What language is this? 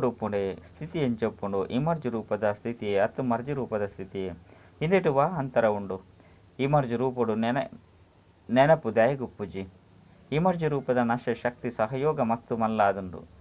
Tulu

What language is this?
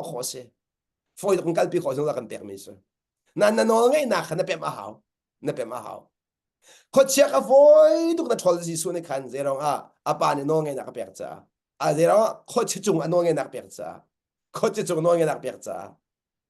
Hakha Chin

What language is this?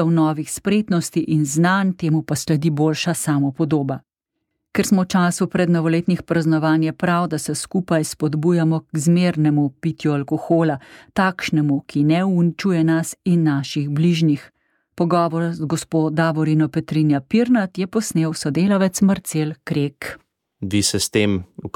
Slovenian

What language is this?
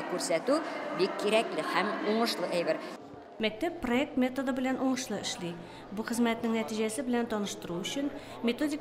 Tatar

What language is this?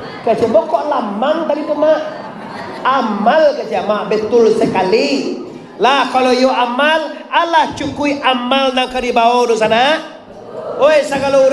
Minangkabau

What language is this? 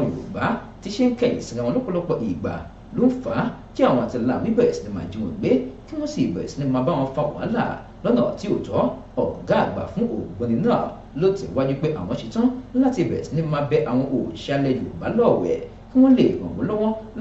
Yoruba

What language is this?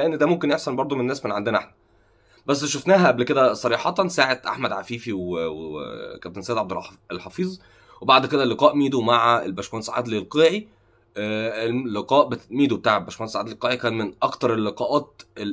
Egyptian Arabic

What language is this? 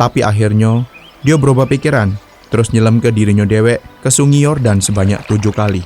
Musi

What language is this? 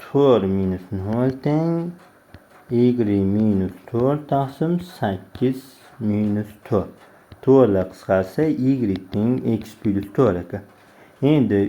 Uzbek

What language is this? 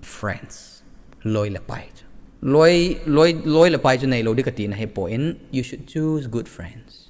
Thado Chin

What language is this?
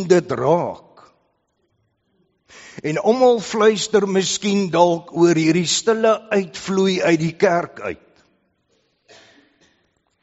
Afrikaans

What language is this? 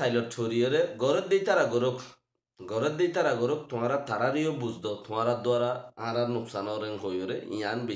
Rohingya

